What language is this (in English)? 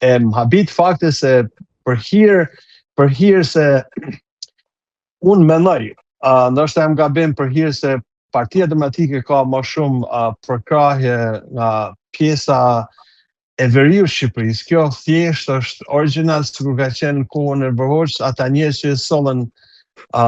Albanian